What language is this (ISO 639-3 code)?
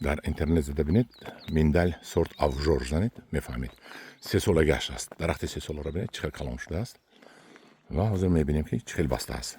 tgk